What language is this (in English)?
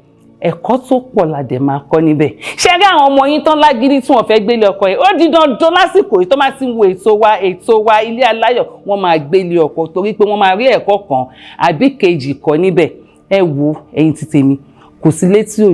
Yoruba